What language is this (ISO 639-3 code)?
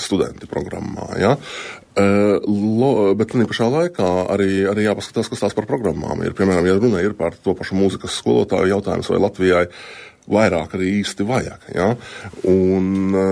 lav